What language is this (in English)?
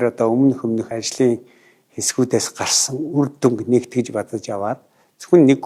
Mongolian